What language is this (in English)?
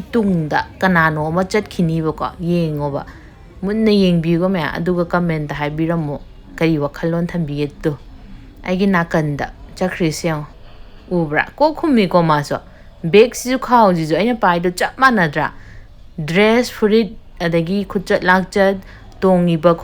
Manipuri